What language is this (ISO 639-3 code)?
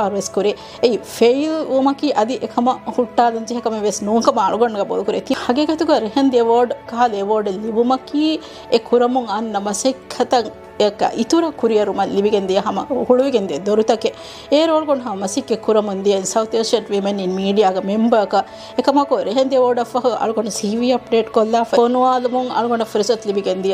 div